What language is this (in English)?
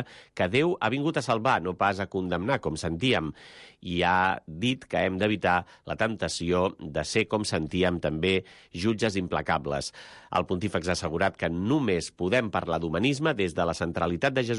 Catalan